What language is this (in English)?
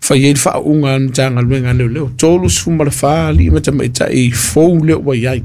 Samoan